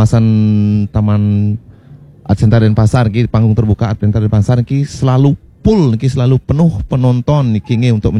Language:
Balinese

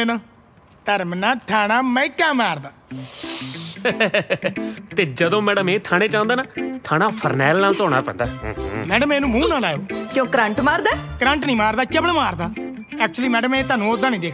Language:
Punjabi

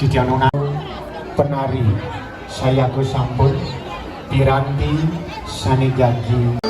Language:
Balinese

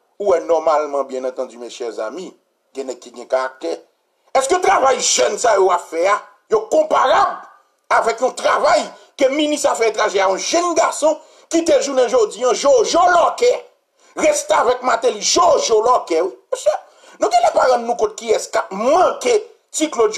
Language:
French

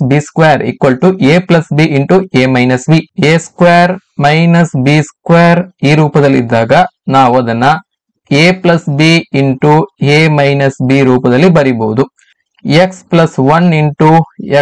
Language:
Kannada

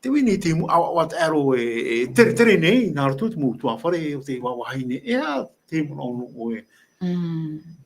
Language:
Tahitian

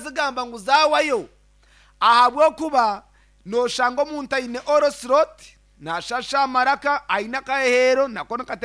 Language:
Nyankole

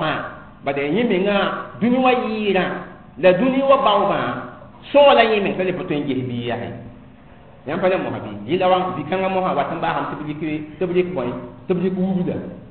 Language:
Mossi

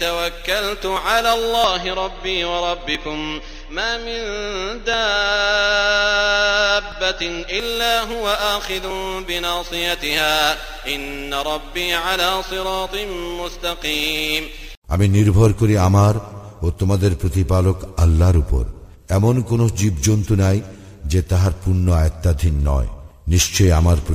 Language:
Bangla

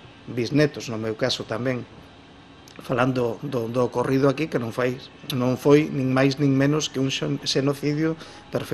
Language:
Galician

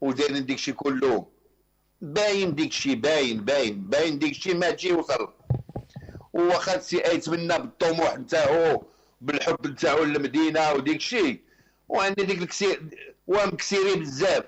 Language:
Moroccan Arabic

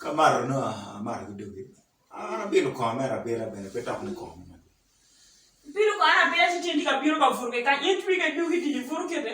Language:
Acoli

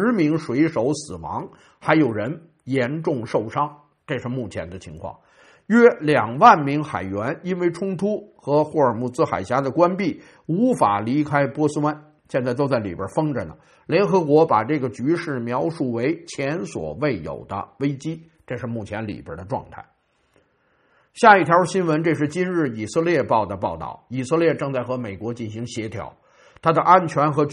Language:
Chinese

